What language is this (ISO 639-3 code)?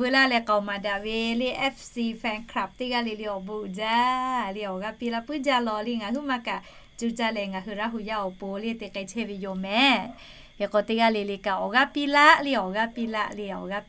lhu